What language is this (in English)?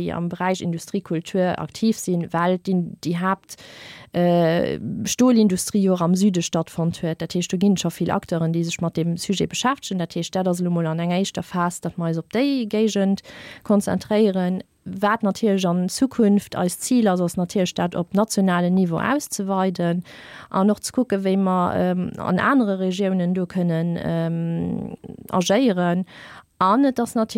Luxembourgish